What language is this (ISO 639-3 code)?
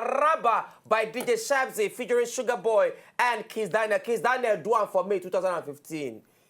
pcm